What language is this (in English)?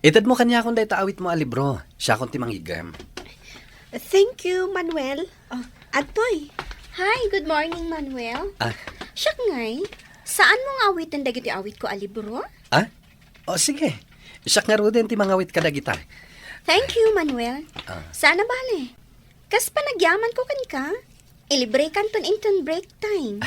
Iloko